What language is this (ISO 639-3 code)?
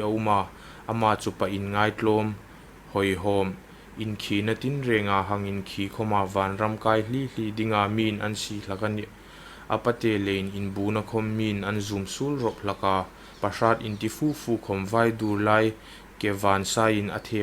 hmr